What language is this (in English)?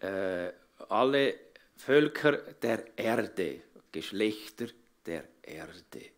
Swiss German